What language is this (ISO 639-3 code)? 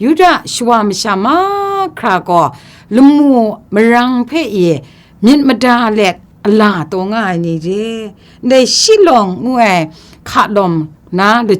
kac